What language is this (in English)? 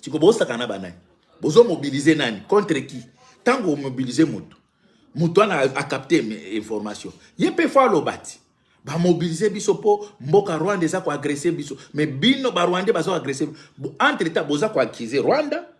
Lingala